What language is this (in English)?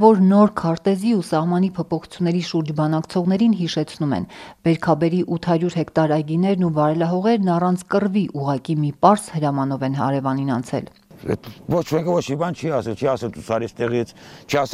Armenian